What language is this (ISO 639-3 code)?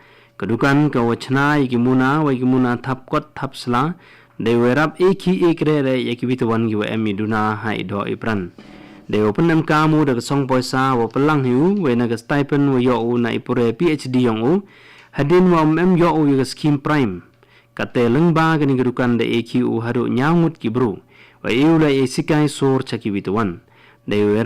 kha